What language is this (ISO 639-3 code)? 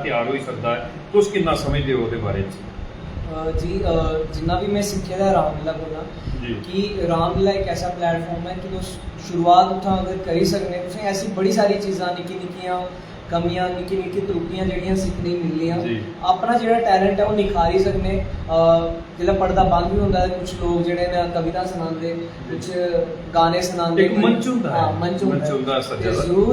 doi